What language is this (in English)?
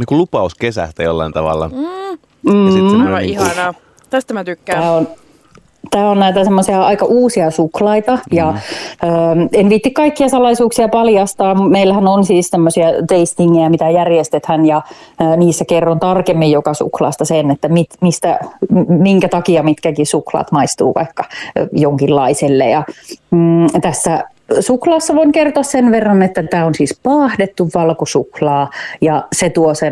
Finnish